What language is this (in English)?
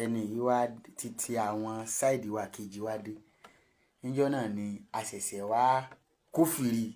Yoruba